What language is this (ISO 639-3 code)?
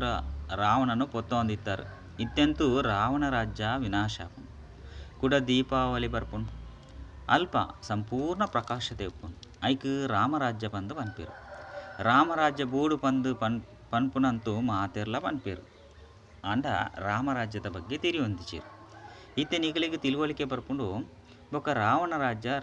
tcy